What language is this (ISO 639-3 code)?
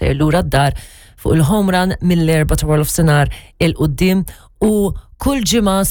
mlt